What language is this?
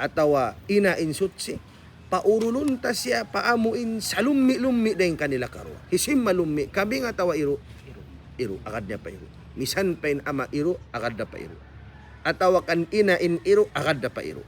Tausug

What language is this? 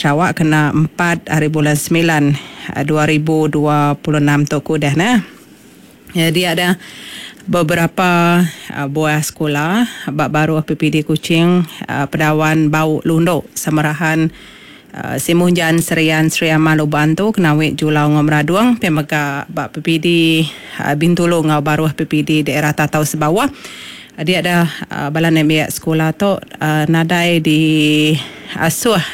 Iban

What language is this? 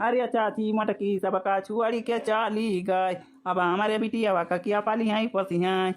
Awadhi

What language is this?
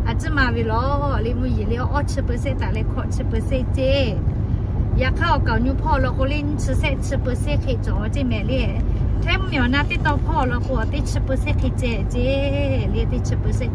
Lahu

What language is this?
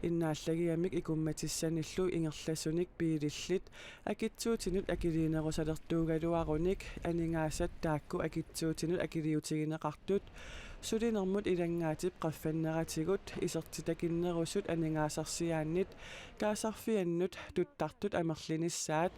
Kalaallisut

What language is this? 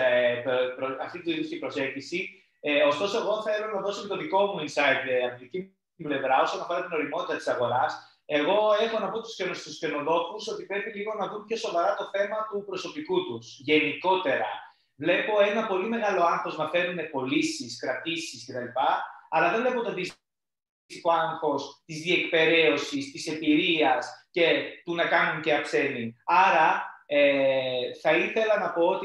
Greek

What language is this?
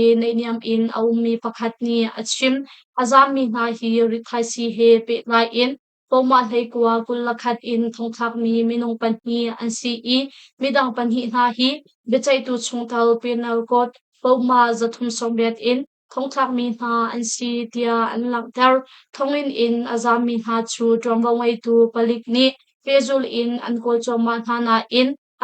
Hakha Chin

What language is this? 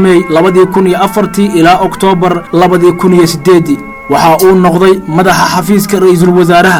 Somali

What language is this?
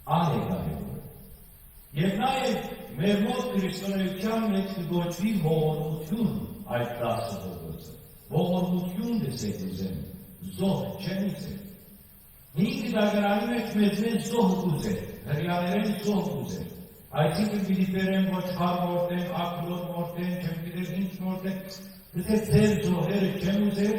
Western Armenian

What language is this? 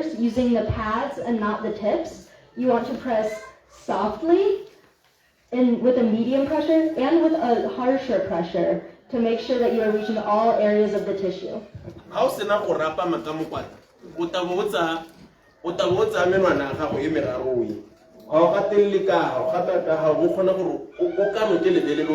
Tswana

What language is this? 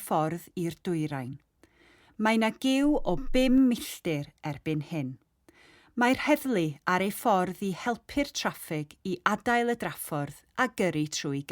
Welsh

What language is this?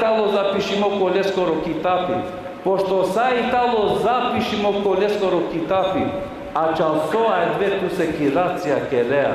Balkan Romani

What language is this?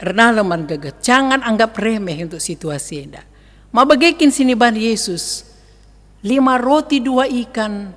Batak Karo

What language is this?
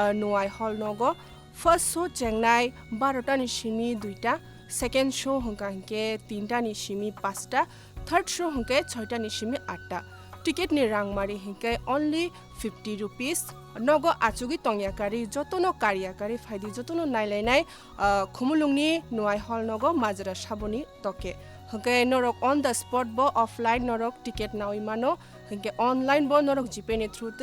Kok Borok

